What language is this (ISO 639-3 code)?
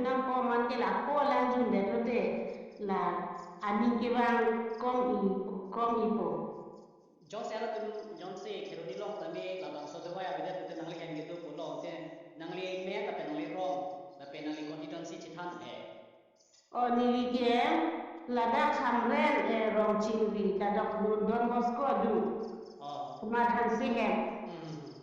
mjw